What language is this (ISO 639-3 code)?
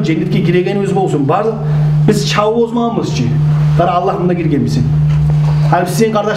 kum